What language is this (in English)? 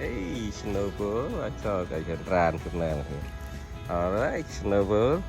Central Mnong